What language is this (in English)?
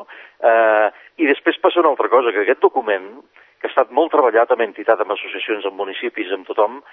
Catalan